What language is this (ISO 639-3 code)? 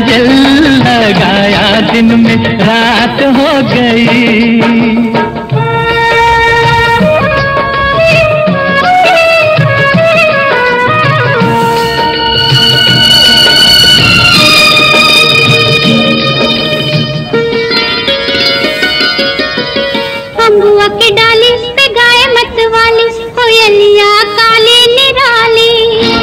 hin